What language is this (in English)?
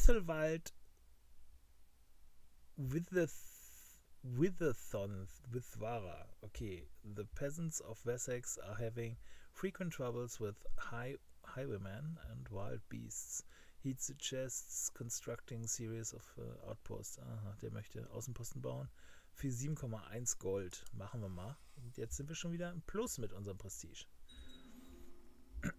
German